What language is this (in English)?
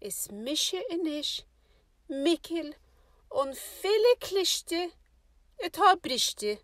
Irish